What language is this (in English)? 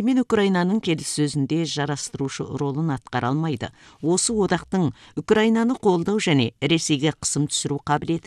Kazakh